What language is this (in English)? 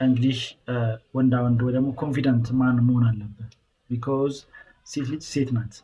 Amharic